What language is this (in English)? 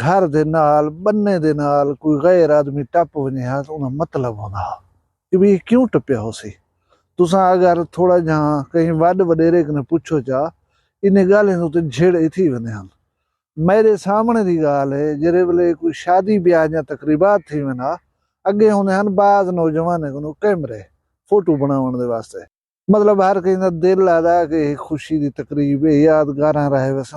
Saraiki